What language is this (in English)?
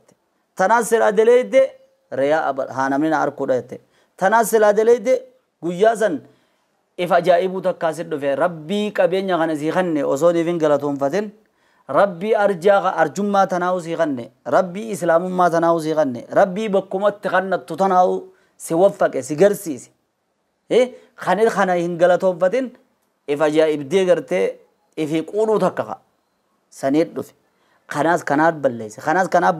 Oromo